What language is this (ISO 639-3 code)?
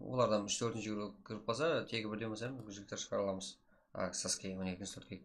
kaa